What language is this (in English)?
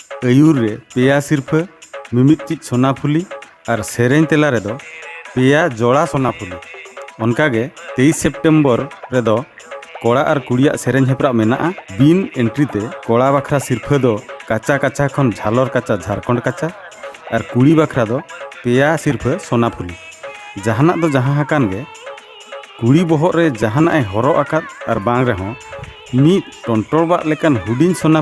Santali